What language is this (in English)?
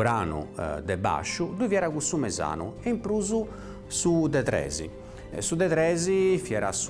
Sardinian